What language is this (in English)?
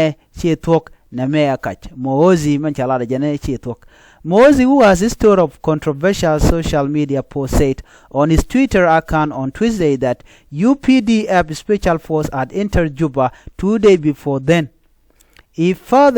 Nuer